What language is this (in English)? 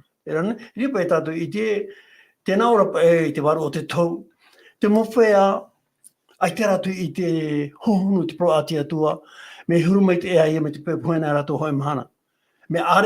Tahitian